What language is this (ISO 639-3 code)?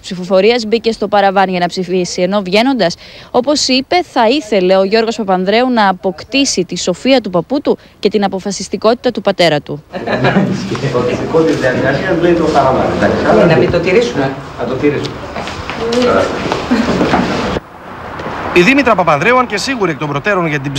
ell